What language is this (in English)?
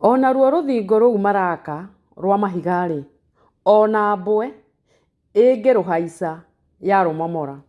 Kikuyu